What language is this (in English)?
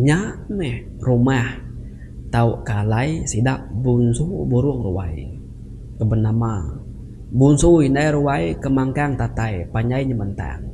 Iban